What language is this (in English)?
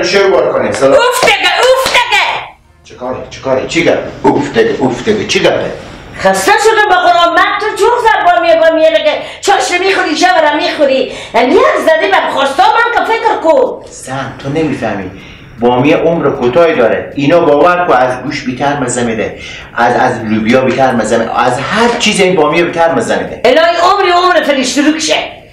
Persian